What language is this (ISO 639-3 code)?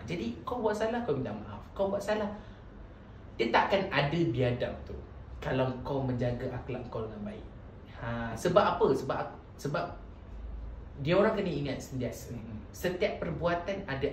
msa